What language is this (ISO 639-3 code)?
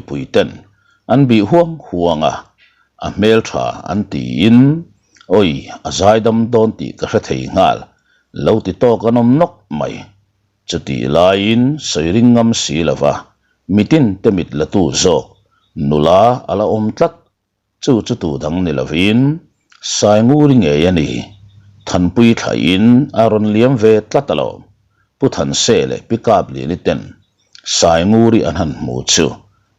lus